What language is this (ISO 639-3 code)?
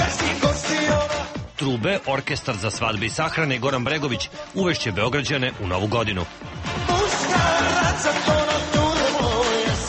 srp